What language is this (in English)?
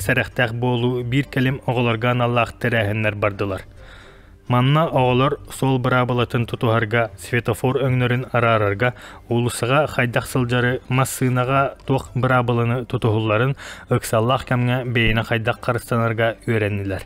Yakut